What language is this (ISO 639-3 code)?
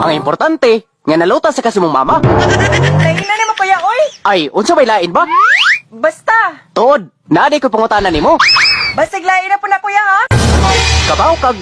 ceb